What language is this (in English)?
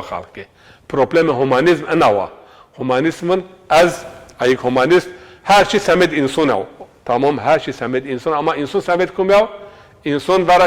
Zaza